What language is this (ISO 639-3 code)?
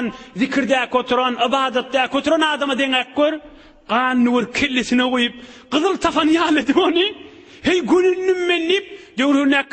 tuk